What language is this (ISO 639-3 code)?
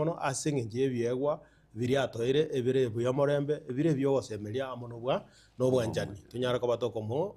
guz